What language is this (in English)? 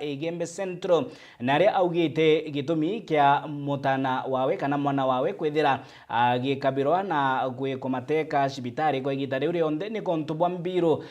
Meru